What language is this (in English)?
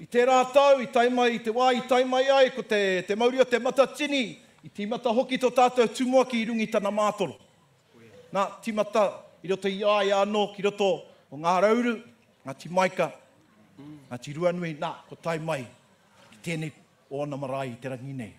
Māori